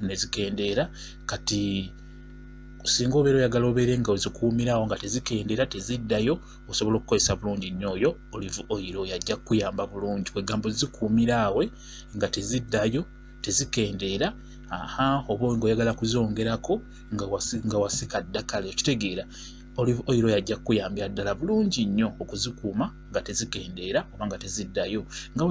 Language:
Ganda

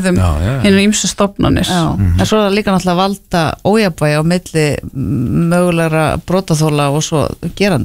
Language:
Icelandic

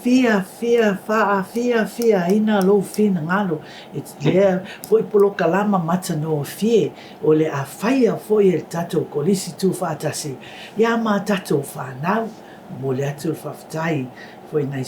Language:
Samoan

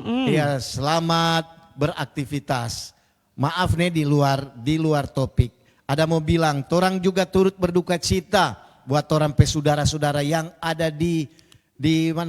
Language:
Manado Malay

